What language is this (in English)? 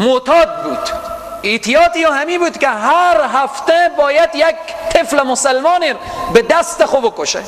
Persian